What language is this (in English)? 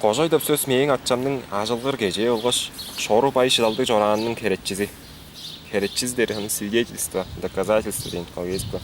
Tuvinian